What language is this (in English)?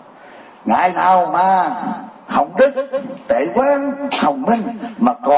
Vietnamese